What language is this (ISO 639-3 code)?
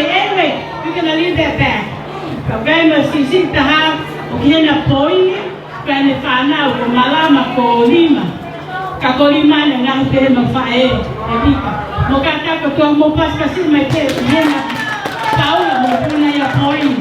ton